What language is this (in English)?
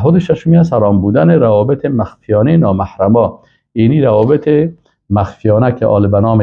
Persian